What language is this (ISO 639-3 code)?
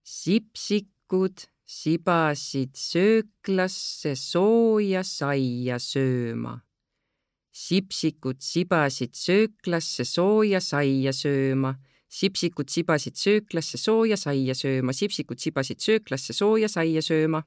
est